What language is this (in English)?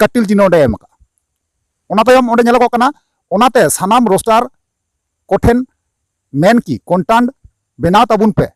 Santali